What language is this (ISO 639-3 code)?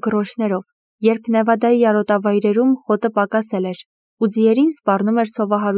hye